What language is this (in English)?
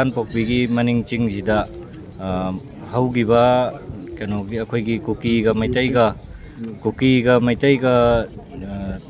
Manipuri